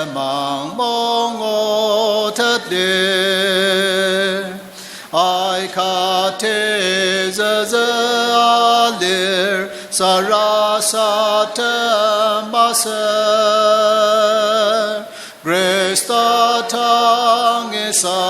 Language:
Ao Naga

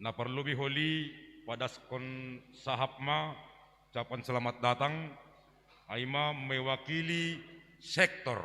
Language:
Batak Simalungun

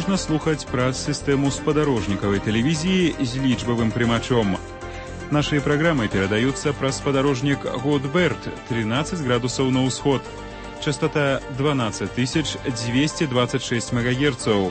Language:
Belarusian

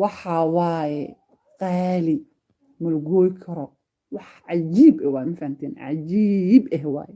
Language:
Somali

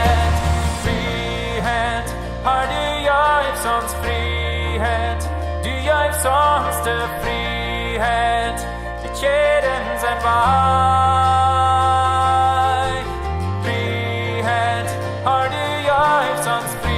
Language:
Plautdietsch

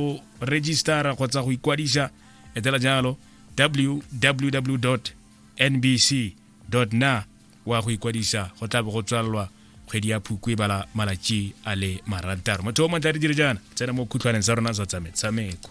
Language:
Tswana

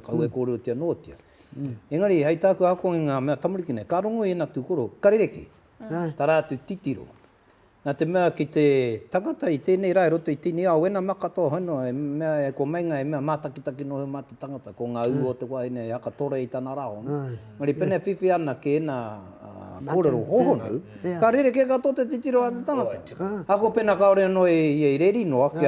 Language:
Māori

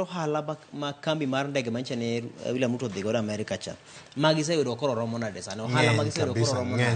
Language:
Luo (Kenya and Tanzania)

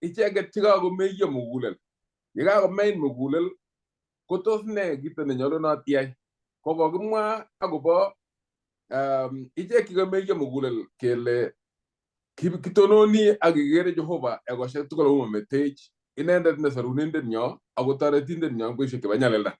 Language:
Kalenjin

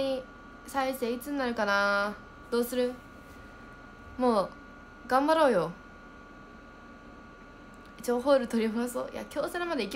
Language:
Japanese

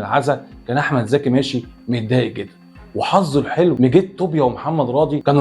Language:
Egyptian Arabic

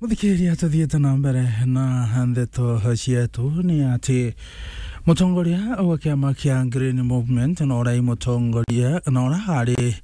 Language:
Meru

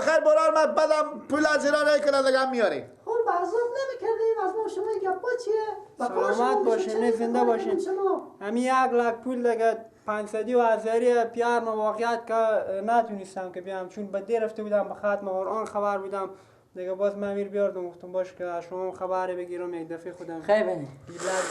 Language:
Persian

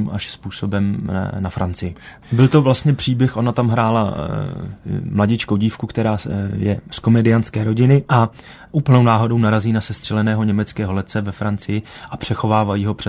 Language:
Czech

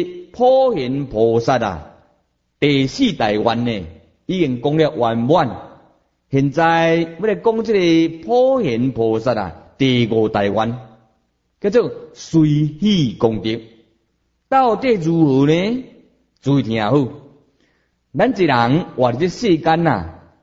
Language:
Min Nan Chinese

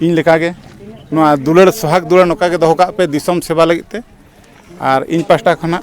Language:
Santali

